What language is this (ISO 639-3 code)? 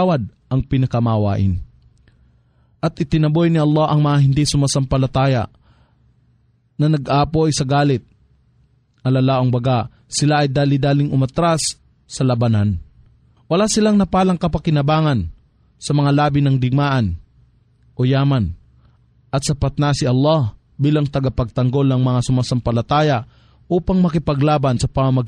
fil